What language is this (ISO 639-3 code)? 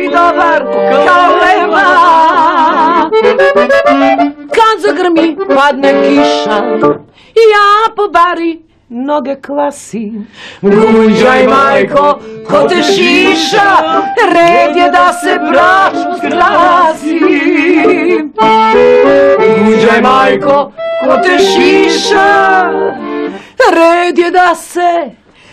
srp